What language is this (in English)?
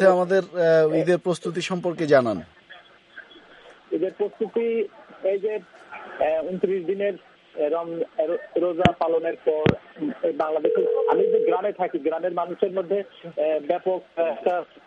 Bangla